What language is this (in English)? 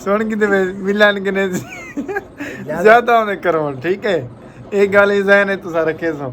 Saraiki